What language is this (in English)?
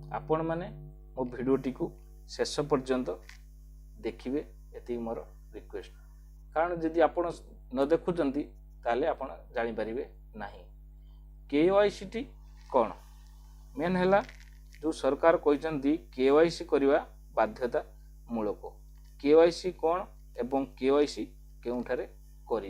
Odia